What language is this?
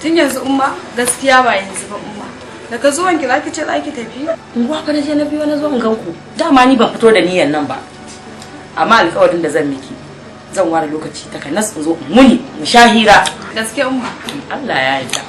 Hausa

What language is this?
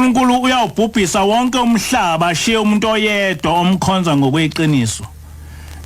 Zulu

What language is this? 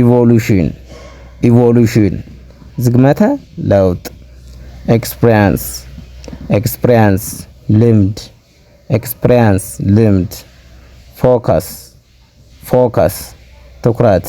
Amharic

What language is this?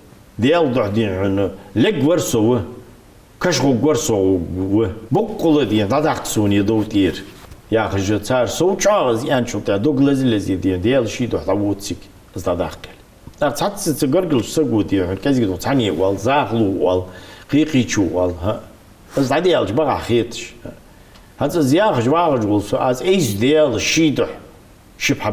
Ingush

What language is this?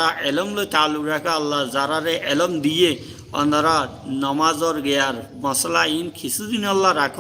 Rohingya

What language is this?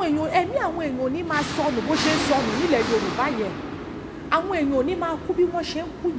Yoruba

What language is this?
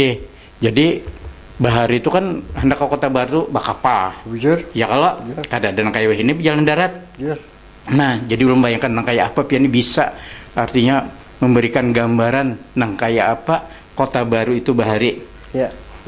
Banjar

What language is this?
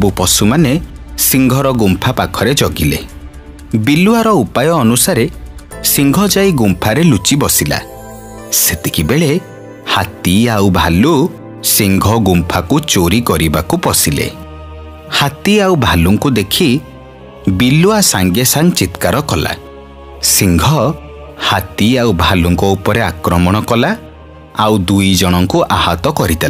Odia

